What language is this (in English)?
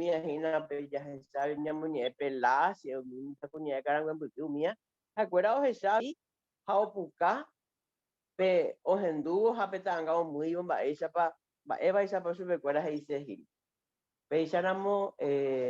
Guarani